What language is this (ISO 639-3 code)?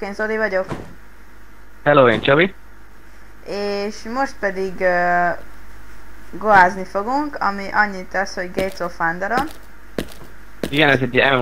hun